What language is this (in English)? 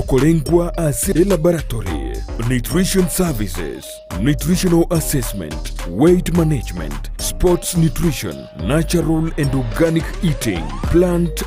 Gusii